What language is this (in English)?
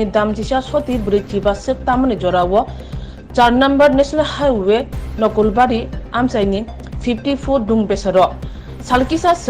Kok Borok